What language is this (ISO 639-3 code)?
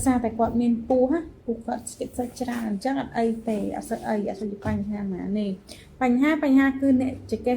khm